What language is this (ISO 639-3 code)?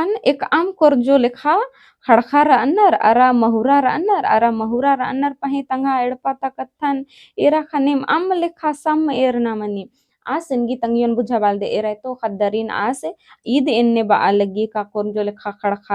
kru